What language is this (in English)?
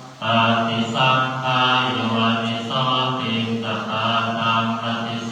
Pali